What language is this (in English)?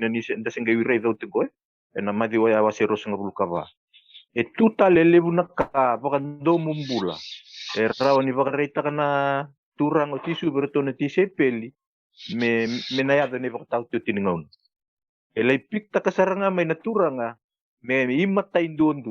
Fijian